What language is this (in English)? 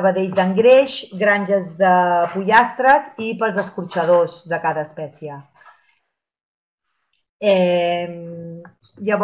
Catalan